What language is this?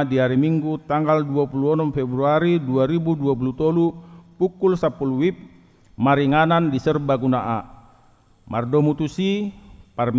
Batak Toba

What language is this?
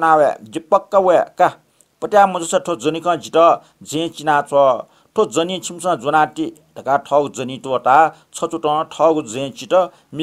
Newari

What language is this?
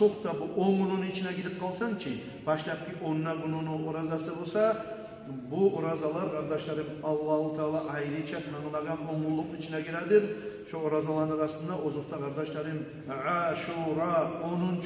Kumyk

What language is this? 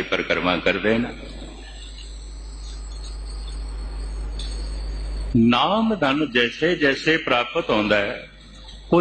Punjabi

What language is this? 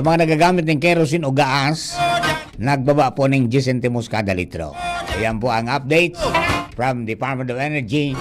Bikol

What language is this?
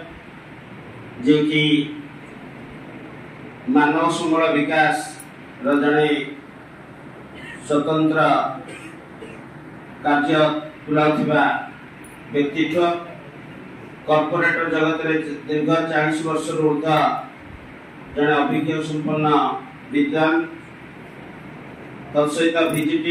Odia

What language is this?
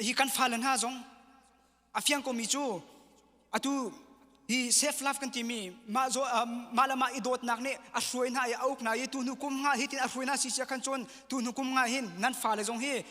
Hakha Chin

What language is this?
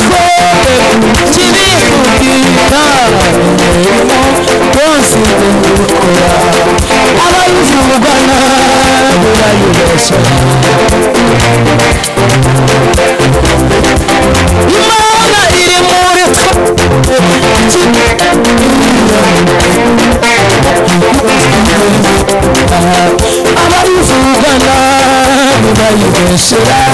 Kinyarwanda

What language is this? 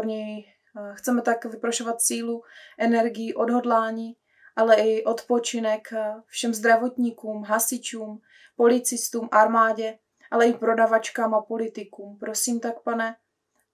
Czech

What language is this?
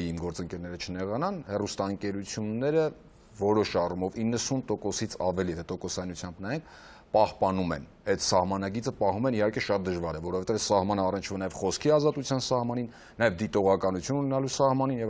Armenian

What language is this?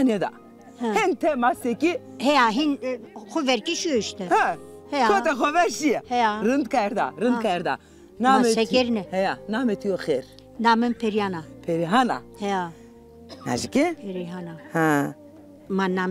Zaza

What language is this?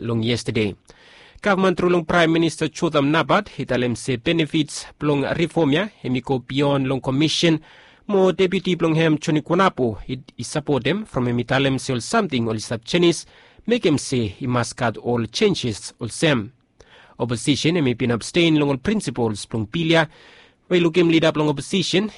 Bislama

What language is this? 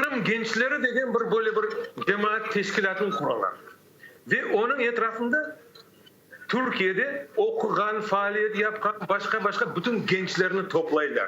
Crimean Tatar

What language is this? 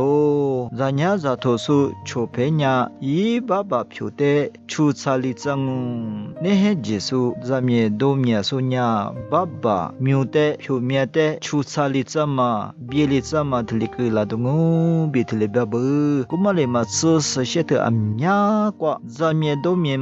Lisu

